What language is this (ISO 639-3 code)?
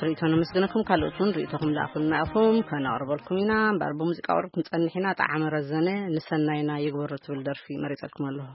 tir